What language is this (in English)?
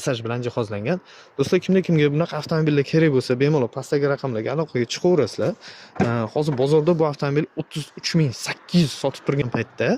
Uzbek